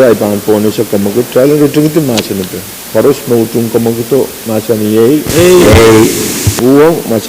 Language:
Pohnpeian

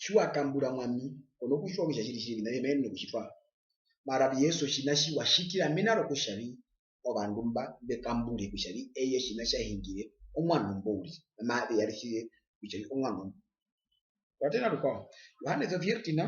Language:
Herero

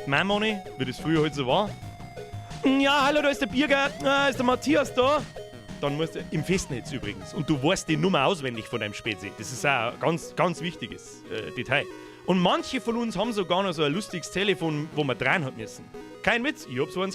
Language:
Bavarian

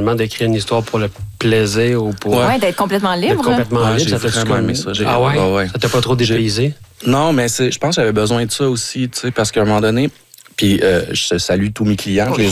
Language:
French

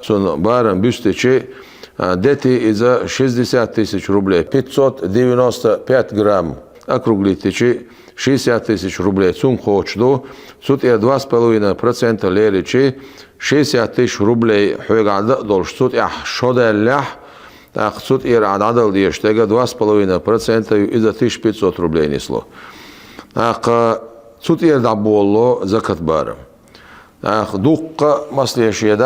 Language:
Chechen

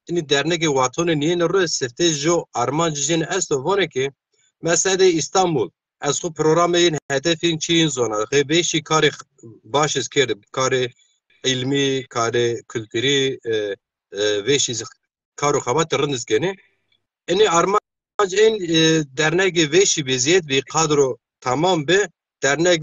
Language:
Zaza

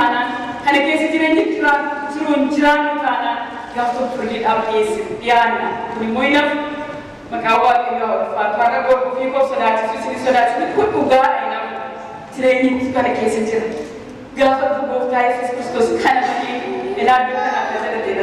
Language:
Oromo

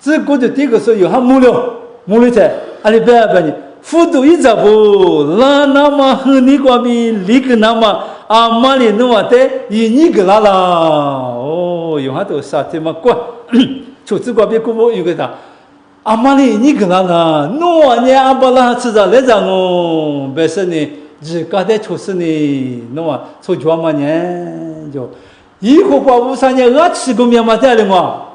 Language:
Lisu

